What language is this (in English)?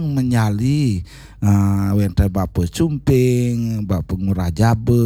Balinese